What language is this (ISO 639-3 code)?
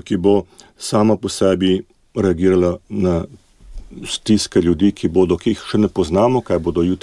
slv